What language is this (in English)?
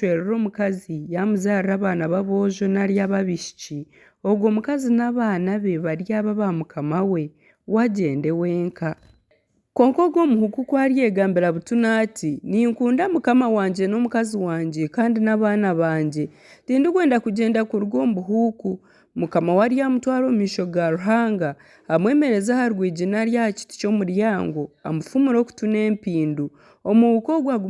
Nyankole